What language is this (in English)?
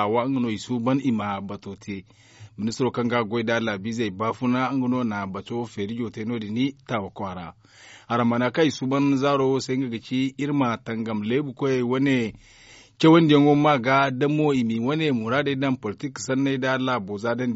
Zarma